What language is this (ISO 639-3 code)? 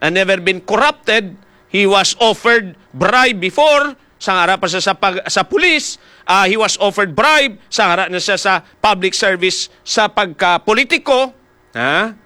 hil